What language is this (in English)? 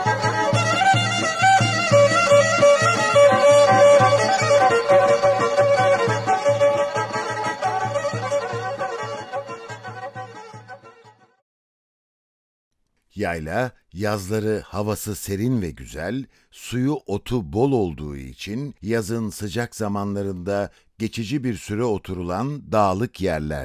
Turkish